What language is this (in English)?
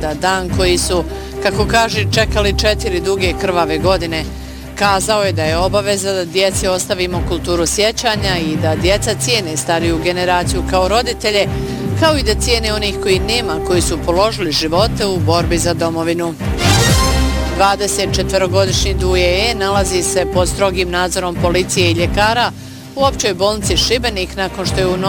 Bosnian